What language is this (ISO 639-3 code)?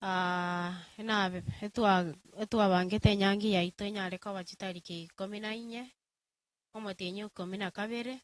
guz